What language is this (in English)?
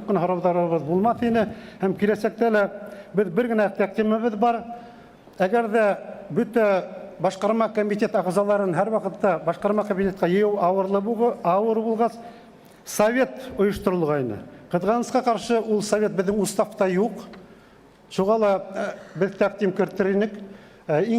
Bashkir